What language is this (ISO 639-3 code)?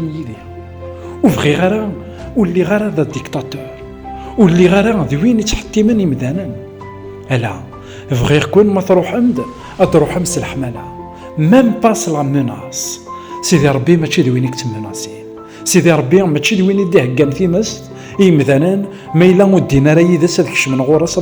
kab